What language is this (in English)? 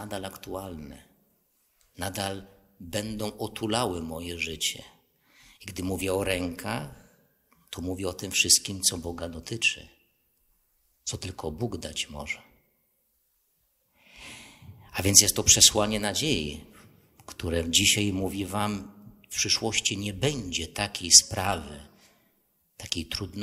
Polish